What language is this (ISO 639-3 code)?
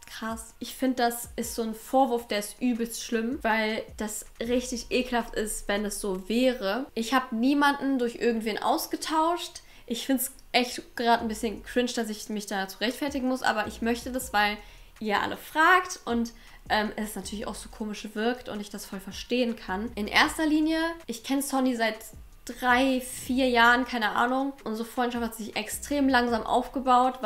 deu